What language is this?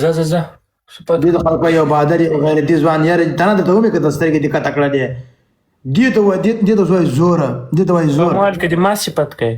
Pashto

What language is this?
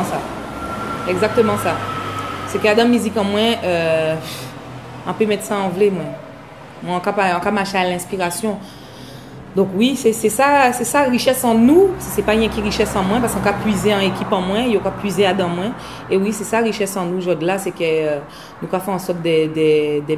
Guadeloupean Creole French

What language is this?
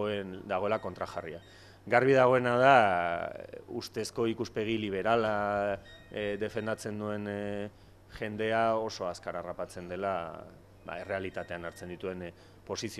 Basque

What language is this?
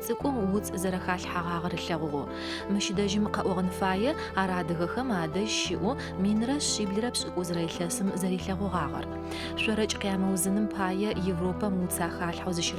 Adyghe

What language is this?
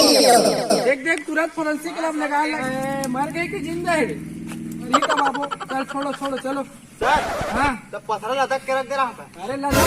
Chhattisgarhi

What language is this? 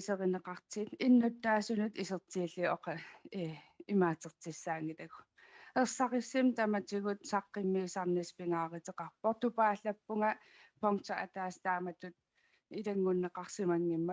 Kalaallisut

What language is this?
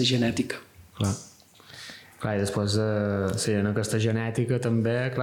Catalan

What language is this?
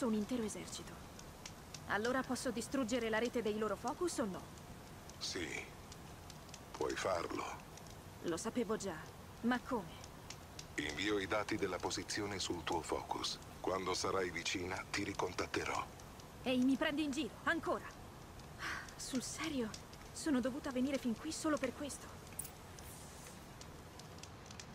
Italian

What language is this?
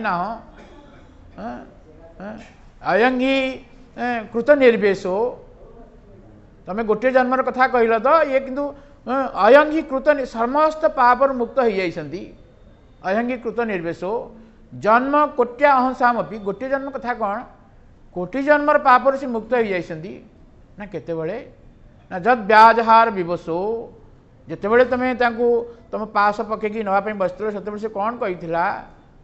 Odia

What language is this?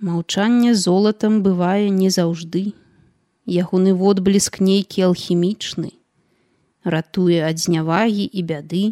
Belarusian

